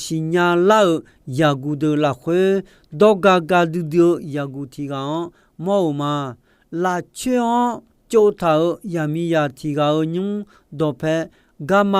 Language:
Akha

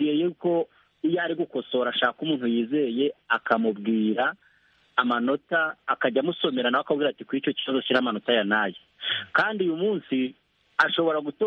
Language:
Kinyarwanda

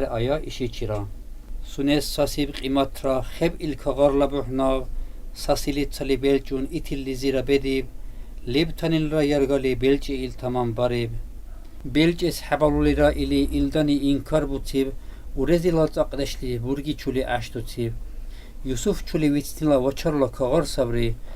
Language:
Dargwa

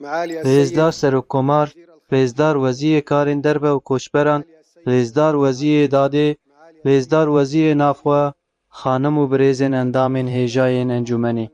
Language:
Kurdish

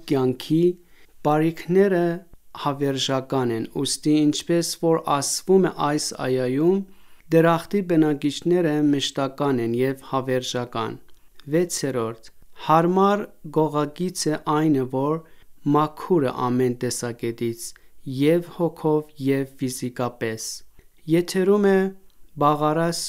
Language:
Armenian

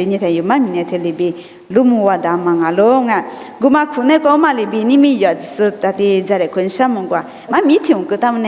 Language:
Lisu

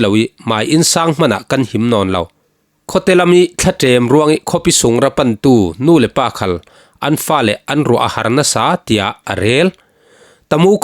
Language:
Falam Chin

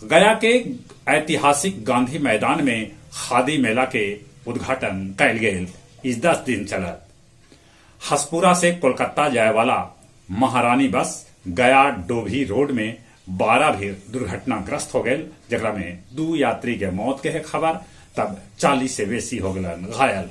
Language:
Magahi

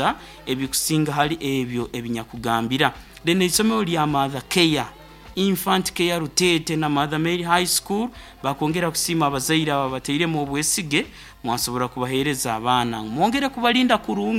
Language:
Nyoro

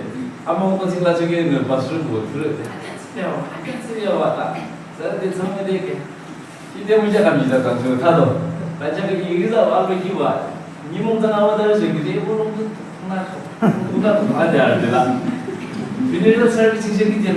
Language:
Yimchungru Naga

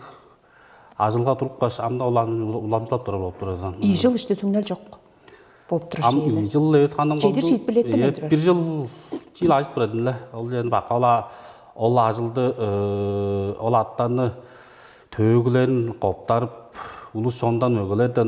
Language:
Tuvinian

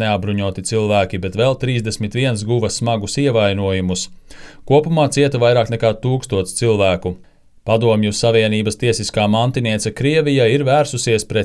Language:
Latvian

